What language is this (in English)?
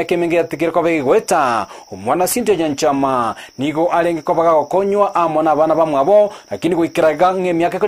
Gusii